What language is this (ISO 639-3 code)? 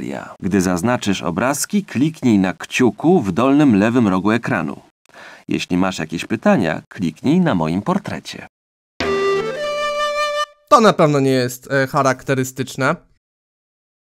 pol